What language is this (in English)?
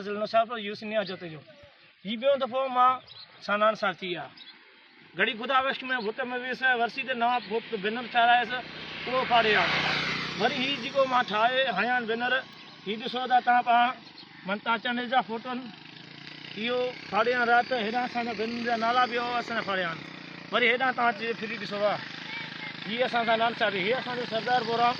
Sindhi